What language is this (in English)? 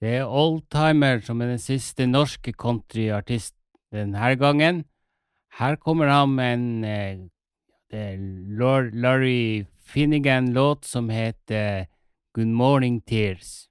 Norwegian